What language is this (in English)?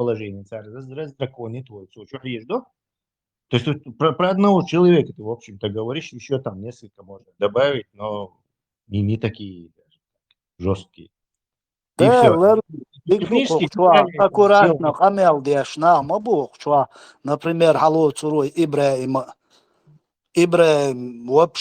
Chechen